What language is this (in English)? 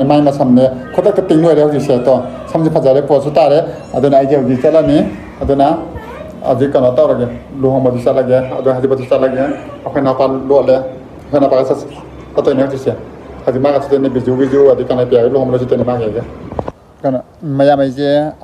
Manipuri